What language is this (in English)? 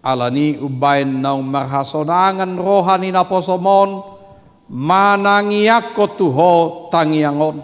Batak Toba